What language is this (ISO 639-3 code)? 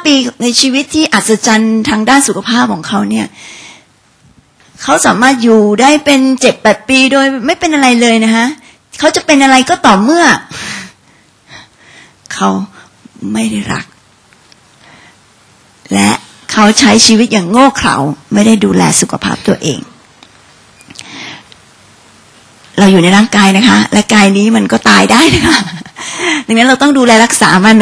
tha